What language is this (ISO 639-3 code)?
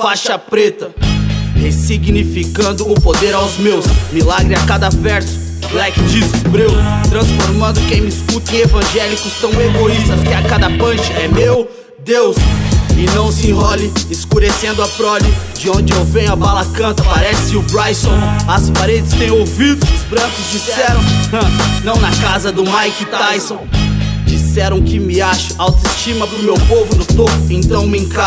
por